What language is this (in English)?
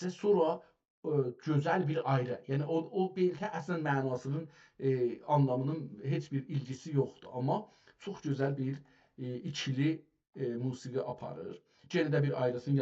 South Azerbaijani